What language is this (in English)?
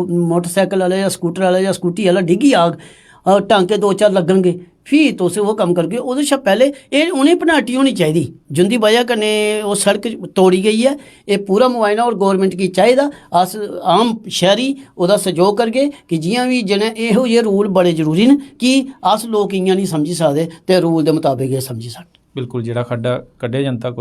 Dogri